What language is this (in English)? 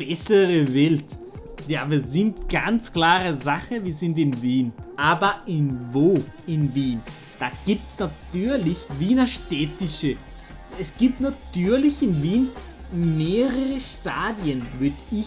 Swiss German